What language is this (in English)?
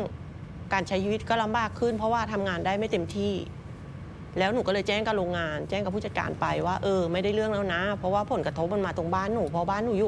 Thai